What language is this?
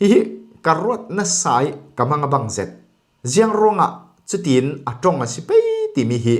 Falam Chin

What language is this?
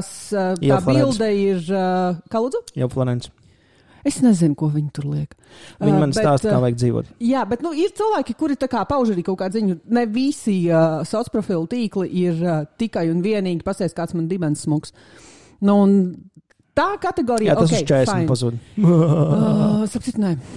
Latvian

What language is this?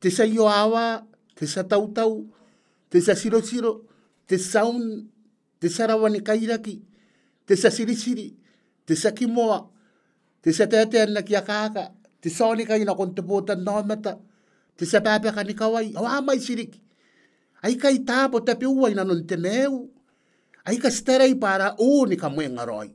Gilbertese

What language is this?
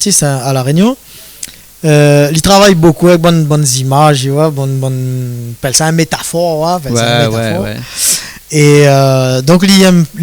Réunion Creole French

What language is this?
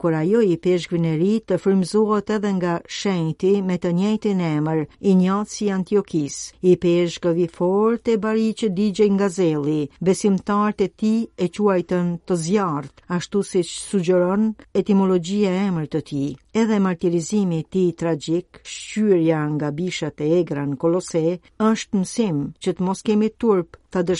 Albanian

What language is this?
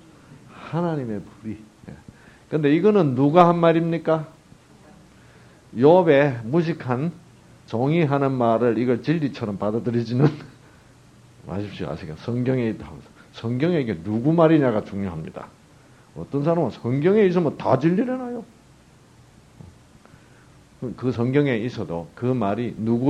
Korean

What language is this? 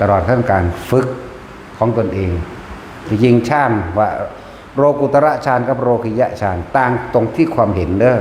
Northeastern Thai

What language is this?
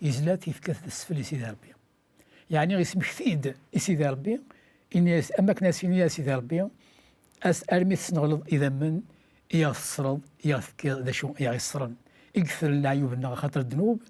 Kabyle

